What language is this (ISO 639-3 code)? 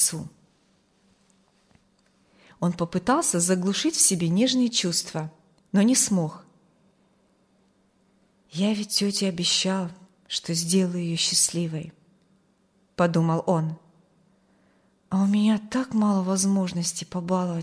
rus